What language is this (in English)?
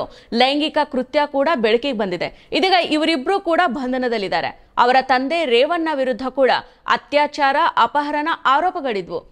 Kannada